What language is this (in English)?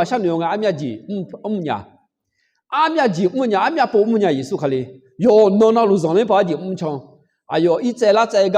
Akha